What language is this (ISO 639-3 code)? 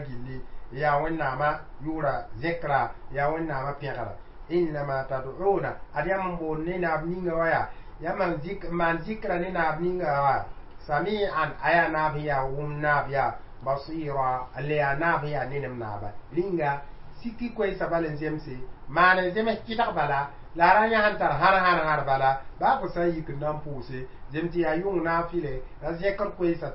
mos